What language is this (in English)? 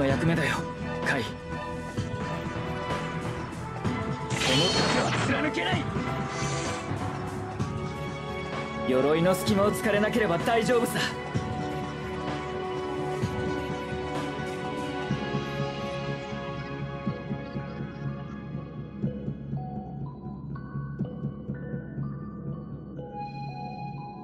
Japanese